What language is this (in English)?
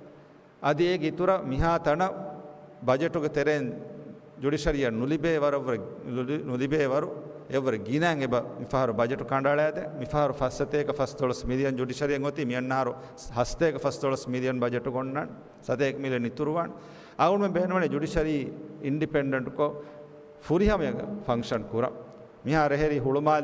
Divehi